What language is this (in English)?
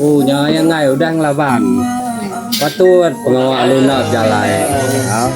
Iban